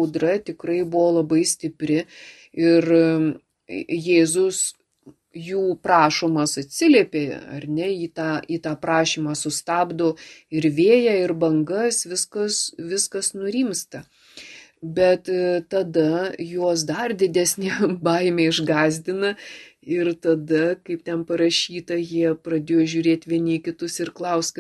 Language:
Lithuanian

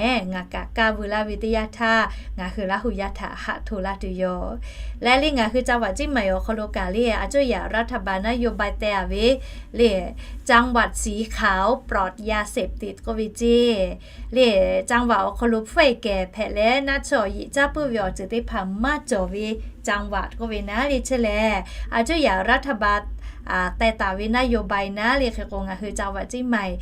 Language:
Lahu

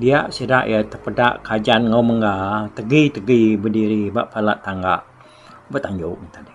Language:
Iban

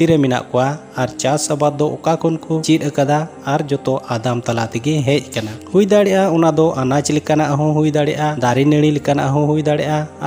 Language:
Santali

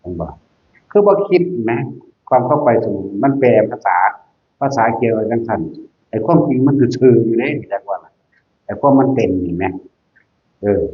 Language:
Northeastern Thai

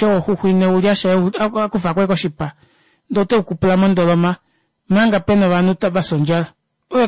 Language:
Kuanyama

